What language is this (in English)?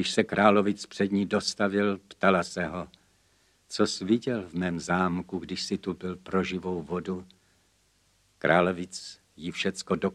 Czech